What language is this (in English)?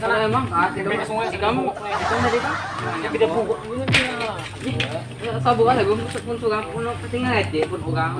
Banjar